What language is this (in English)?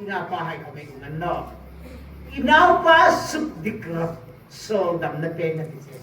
Hmar